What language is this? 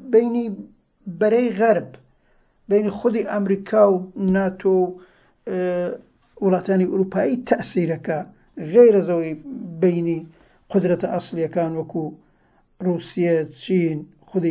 Central Kurdish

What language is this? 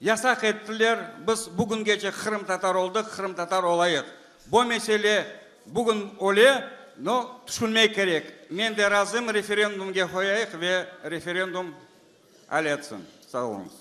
Crimean Tatar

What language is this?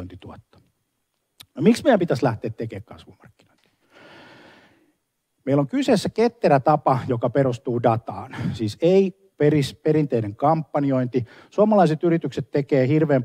Finnish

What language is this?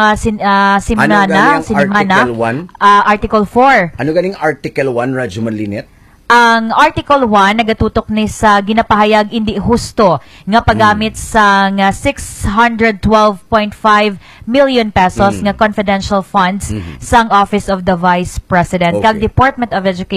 Hiligaynon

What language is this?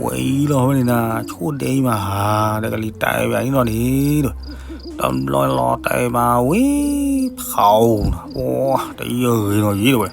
S'gaw Karen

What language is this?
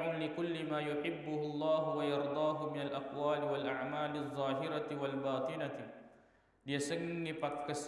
Buginese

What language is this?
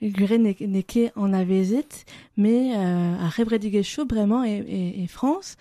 Breton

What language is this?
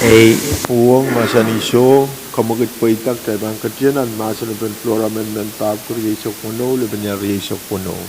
Pohnpeian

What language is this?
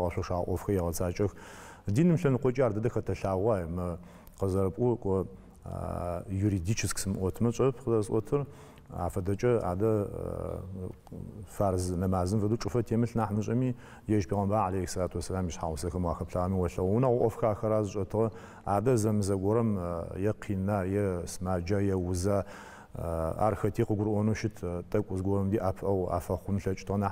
Adyghe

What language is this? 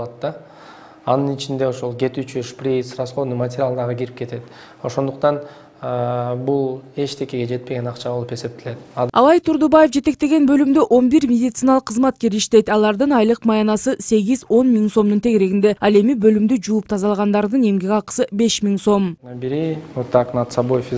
Kyrgyz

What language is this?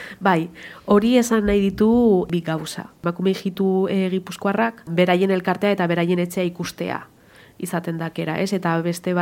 Basque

